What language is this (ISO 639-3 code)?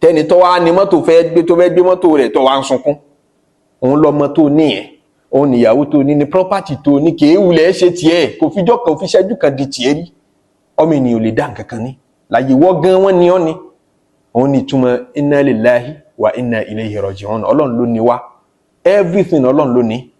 yor